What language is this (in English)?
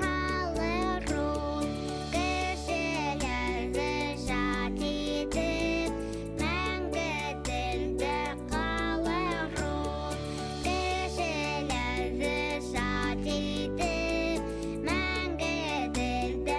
Bashkir